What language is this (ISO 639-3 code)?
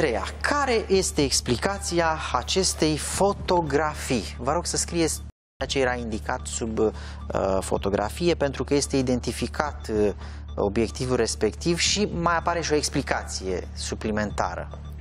ron